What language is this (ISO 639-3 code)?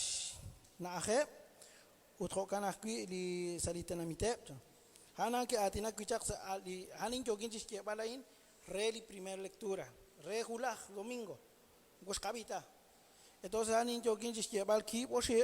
kek